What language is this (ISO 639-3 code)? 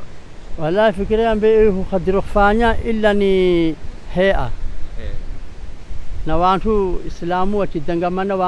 swa